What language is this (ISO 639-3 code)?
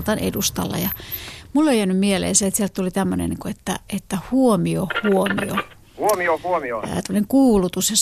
fin